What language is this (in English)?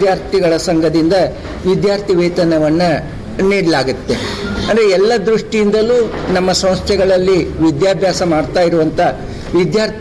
Kannada